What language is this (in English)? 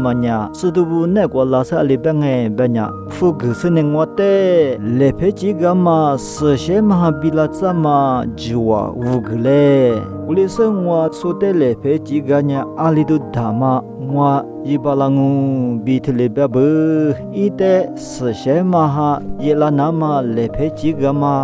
Lisu